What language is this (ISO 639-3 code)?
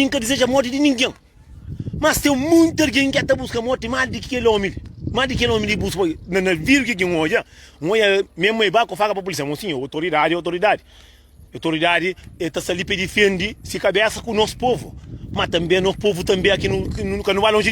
kea